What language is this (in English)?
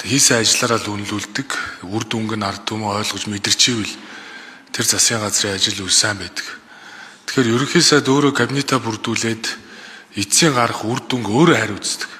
Mongolian